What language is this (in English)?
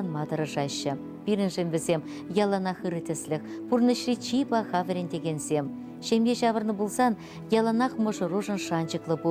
Chuvash